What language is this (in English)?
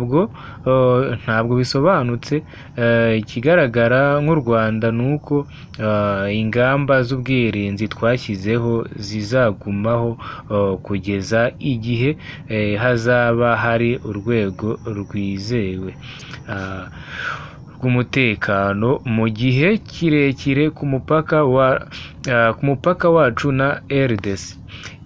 Kinyarwanda